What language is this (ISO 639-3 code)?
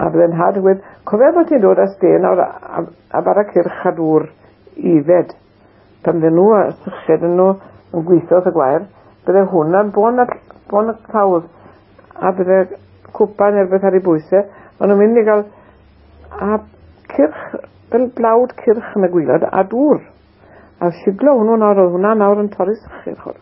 cym